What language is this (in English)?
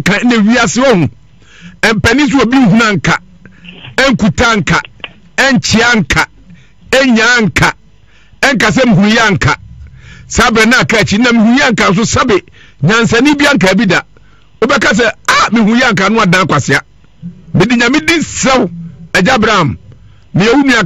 Akan